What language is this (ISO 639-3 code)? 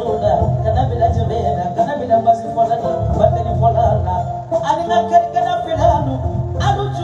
bam